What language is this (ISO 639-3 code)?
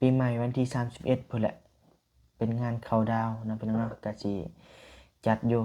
lao